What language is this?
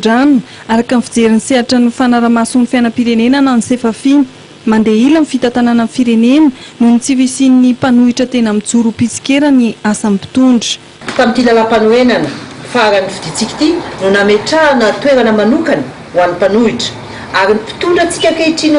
Malagasy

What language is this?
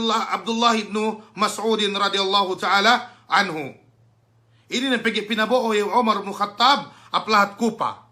Yakan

